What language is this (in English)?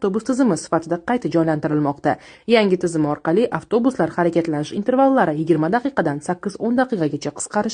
Uzbek